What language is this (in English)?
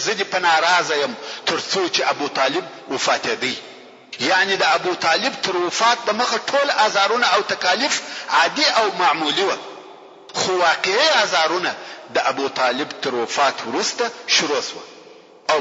Pashto